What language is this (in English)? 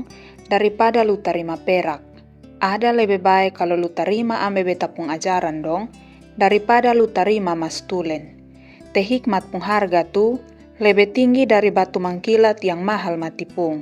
Kupang Malay